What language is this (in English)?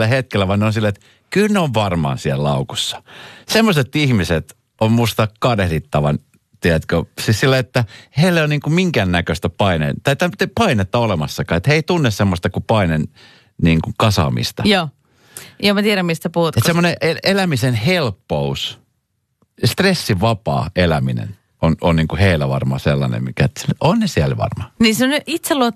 Finnish